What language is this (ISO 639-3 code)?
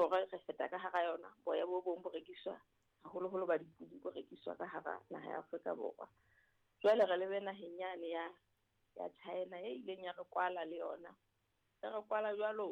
sot